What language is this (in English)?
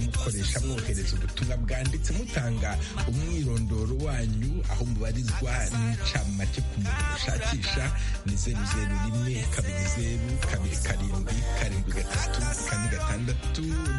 Kinyarwanda